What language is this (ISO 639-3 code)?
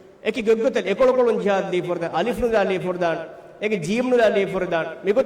div